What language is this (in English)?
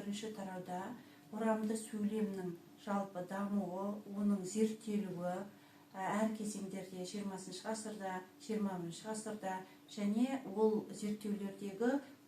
Kazakh